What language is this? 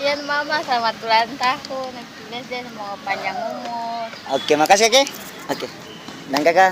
Ambonese Malay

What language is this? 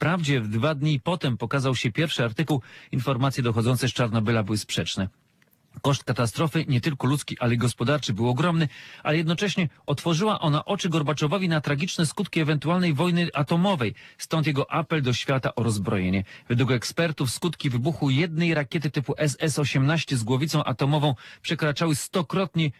Polish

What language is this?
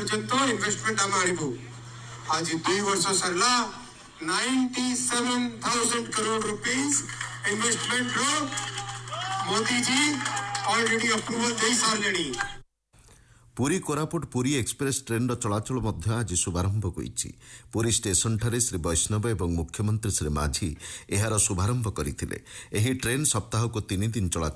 Odia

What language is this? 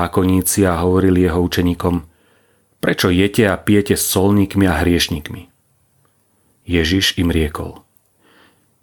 Slovak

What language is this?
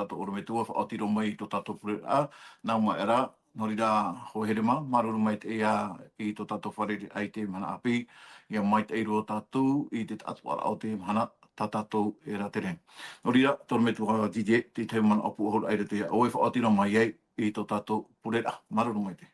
Tahitian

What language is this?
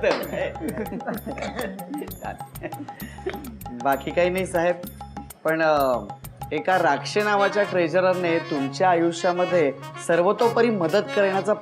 Marathi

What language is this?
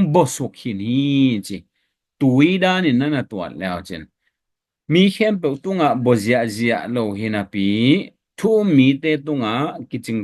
Tedim Chin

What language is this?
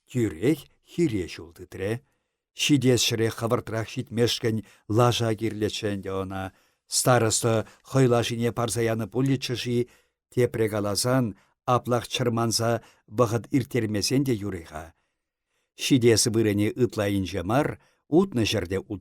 Chuvash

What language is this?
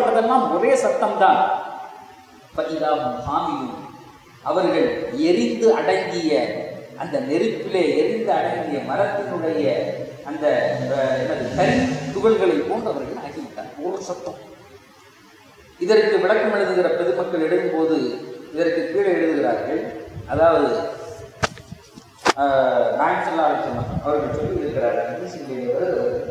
Tamil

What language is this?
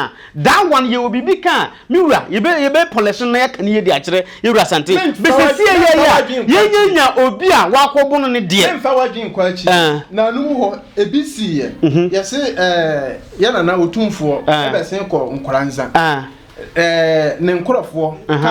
Akan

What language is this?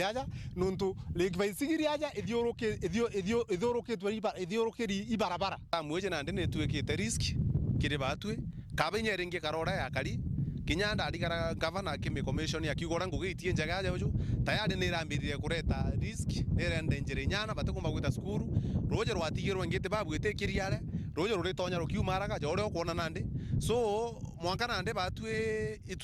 Meru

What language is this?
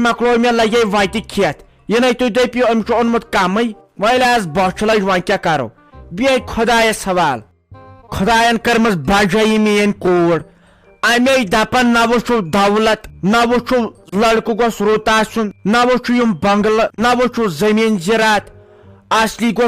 Kashmiri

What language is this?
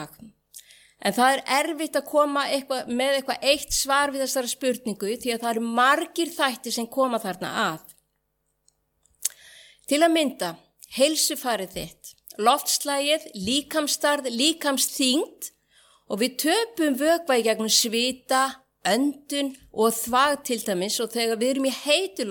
Icelandic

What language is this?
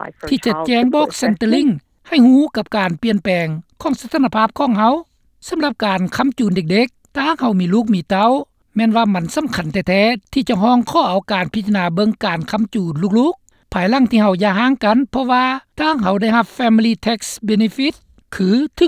Lao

